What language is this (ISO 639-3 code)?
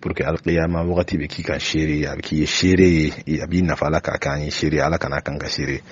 bam